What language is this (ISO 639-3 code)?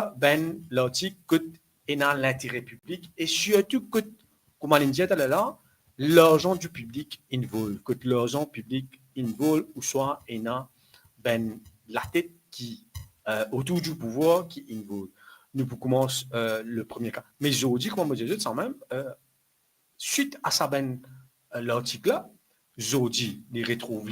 mfe